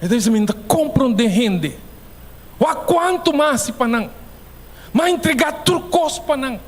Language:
Papiamento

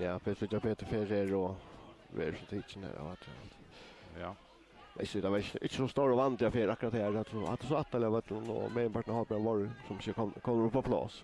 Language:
Faroese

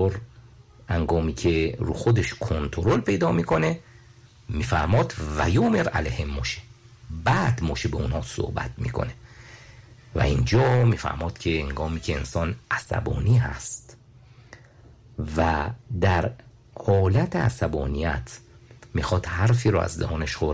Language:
Persian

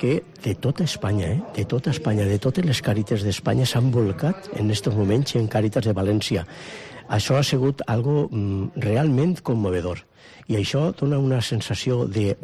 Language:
Catalan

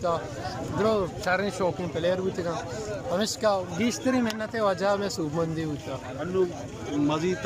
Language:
Eastern Balochi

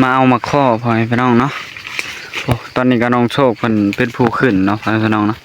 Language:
Northeastern Thai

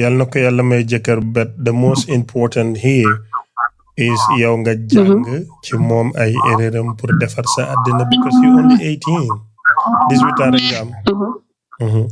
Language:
Wolof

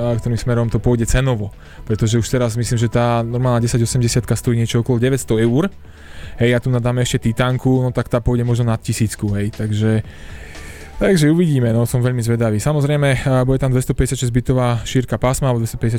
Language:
Slovak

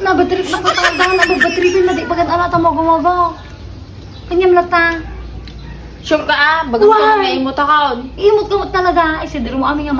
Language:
Iloko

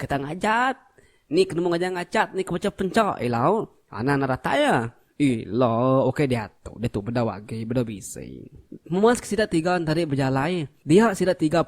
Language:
Iban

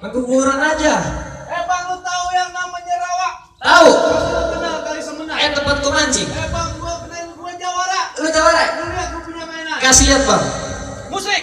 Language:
Betawi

